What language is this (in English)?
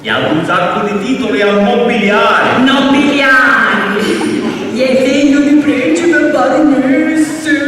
Sicilian